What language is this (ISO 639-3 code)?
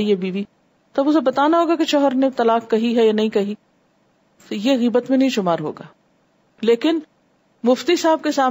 urd